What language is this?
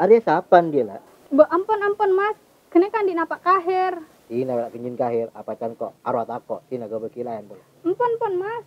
Madurese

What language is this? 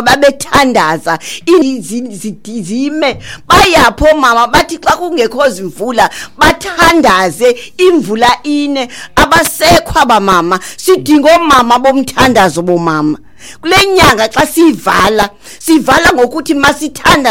Xhosa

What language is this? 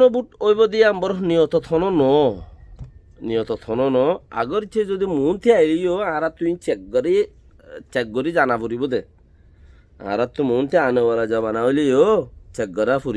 Rohingya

